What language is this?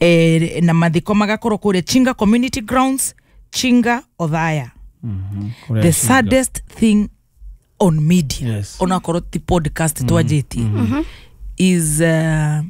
Kikuyu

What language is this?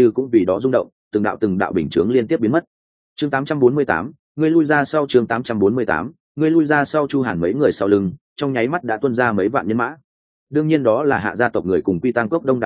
Vietnamese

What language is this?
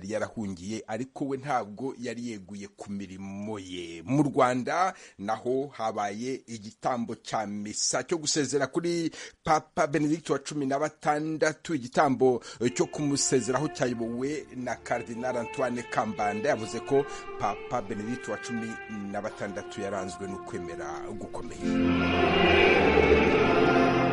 Kinyarwanda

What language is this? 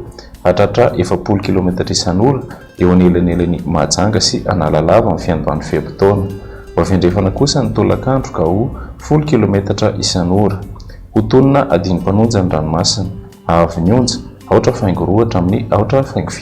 Malagasy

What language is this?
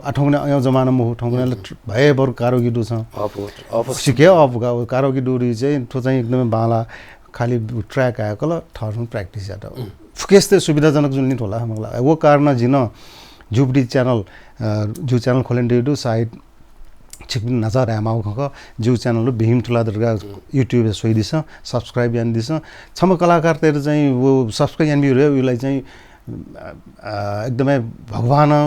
Newari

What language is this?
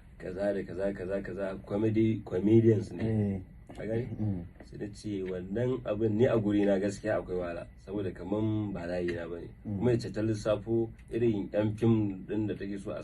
Hausa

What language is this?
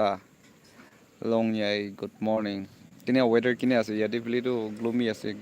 Naga Pidgin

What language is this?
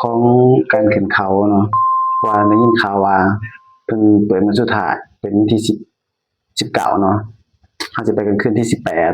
Lao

